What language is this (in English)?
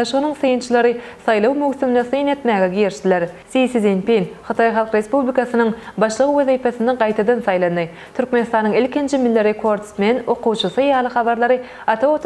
Turkmen